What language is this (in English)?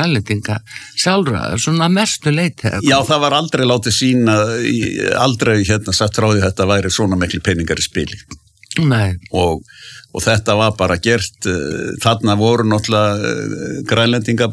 Icelandic